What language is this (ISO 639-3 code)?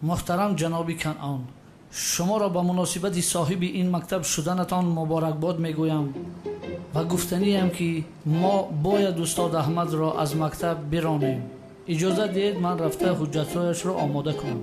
tgk